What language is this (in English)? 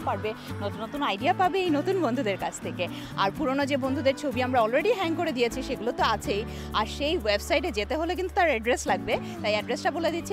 Bangla